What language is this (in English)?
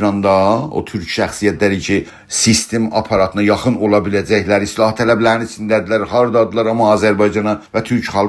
South Azerbaijani